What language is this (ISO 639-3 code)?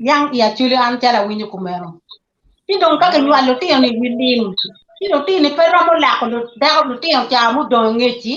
ach